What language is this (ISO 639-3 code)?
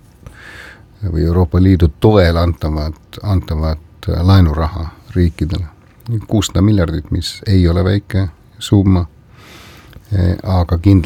est